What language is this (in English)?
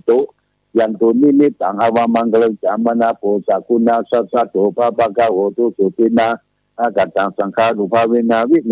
Pali